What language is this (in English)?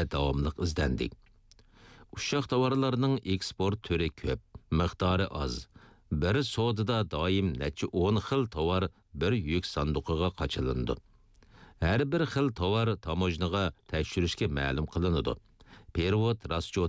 Uyghur